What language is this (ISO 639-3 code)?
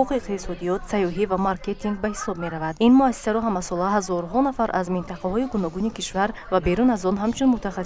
tgk